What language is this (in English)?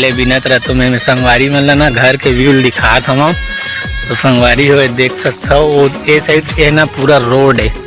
Chhattisgarhi